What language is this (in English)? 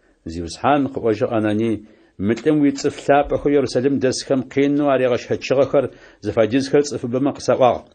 Adyghe